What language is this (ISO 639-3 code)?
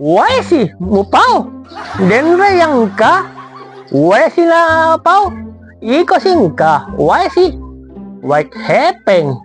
bug